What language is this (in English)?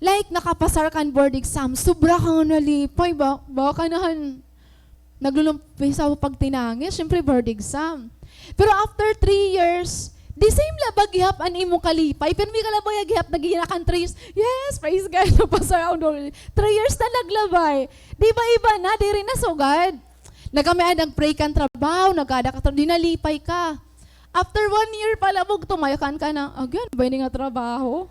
Waray